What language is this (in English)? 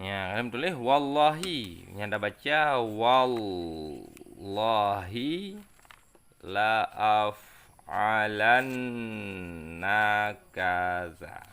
Achinese